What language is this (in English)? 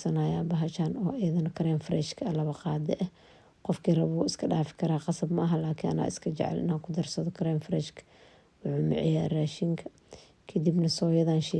Somali